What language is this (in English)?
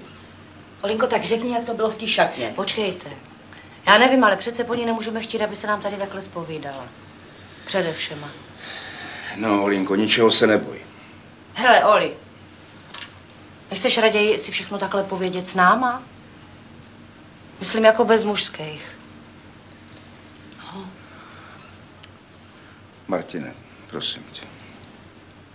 Czech